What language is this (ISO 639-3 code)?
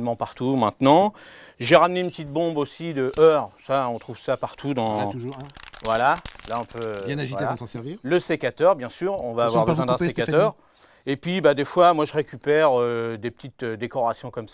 fra